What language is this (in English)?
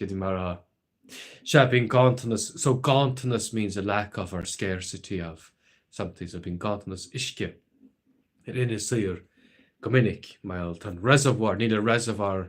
Irish